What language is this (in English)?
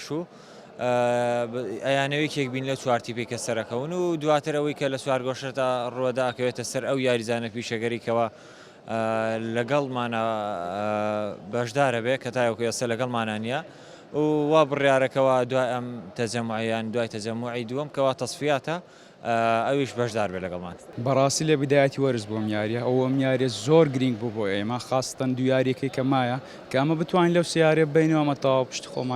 Central Kurdish